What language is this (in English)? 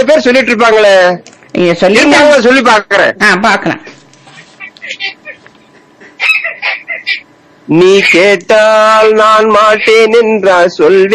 Tamil